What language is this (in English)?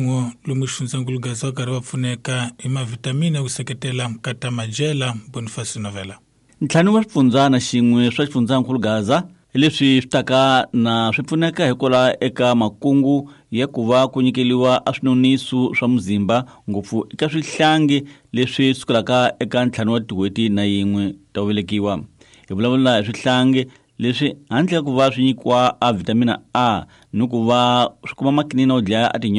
Tsonga